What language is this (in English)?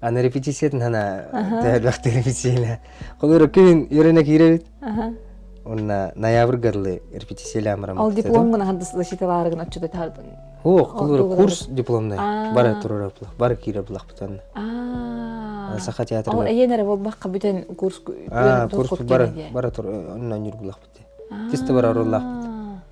Yakut